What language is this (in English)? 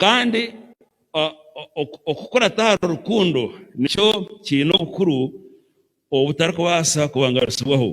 Nyankole